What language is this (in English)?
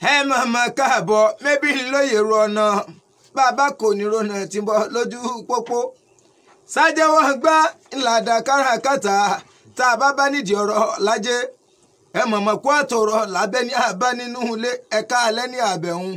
Yoruba